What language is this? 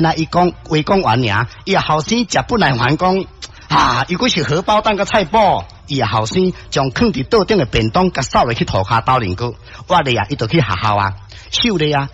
Min Nan Chinese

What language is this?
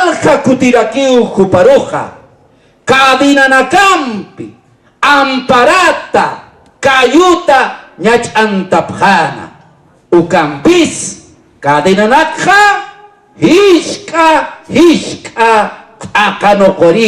Aymara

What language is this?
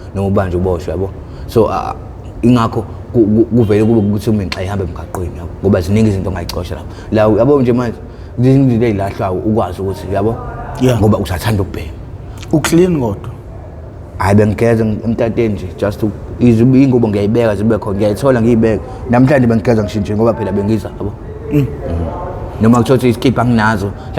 Zulu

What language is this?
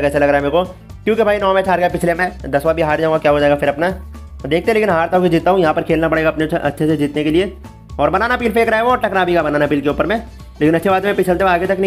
Hindi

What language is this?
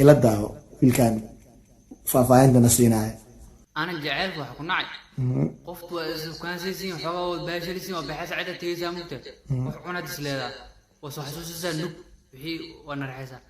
Somali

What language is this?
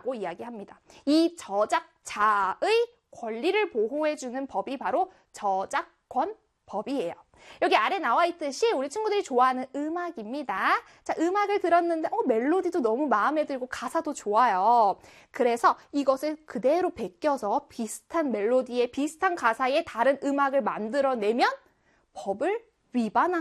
Korean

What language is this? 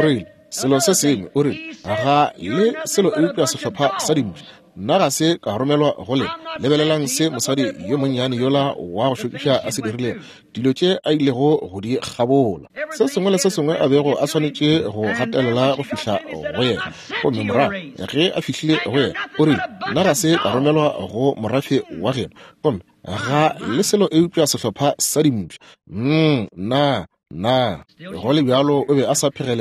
Northern Sotho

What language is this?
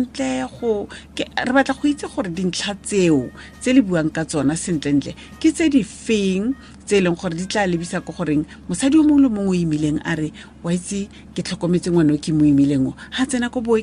Tswana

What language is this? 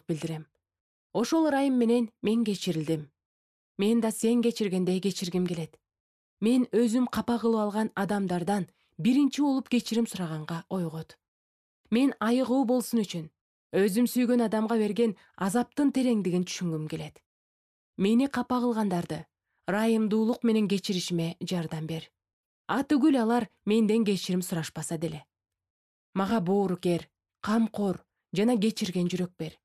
Kyrgyz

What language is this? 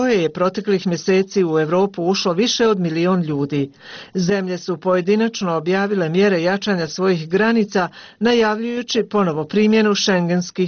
Bosnian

